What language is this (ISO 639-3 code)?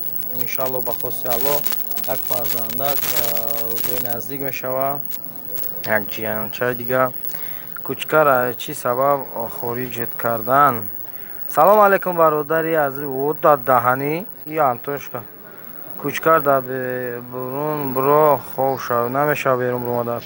tgk